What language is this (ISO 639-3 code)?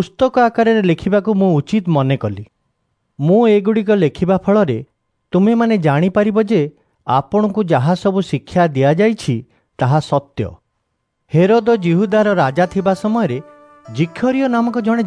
ori